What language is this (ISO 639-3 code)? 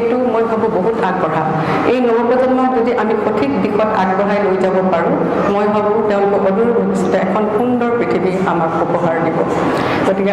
asm